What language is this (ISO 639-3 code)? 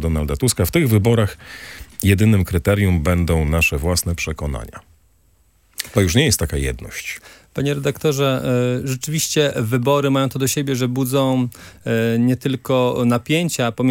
pol